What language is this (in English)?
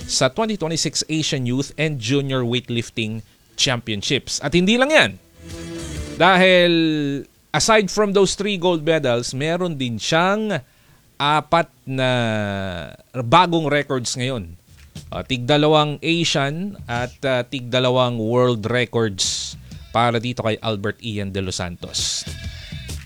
Filipino